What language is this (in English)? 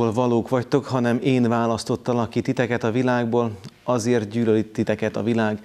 Hungarian